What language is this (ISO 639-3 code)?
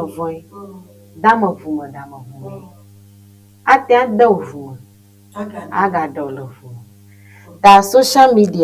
ewe